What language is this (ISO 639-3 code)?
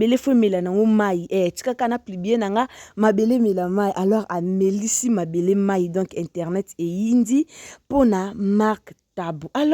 lin